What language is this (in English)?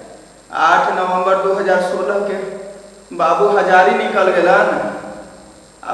Magahi